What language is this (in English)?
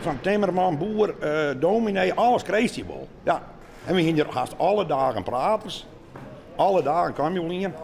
Western Frisian